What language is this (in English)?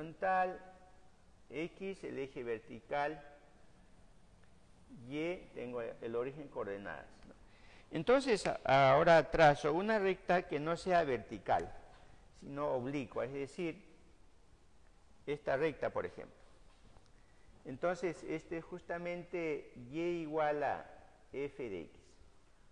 Spanish